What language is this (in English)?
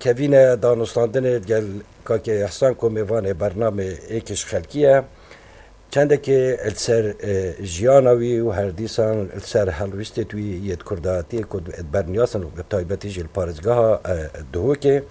Kurdish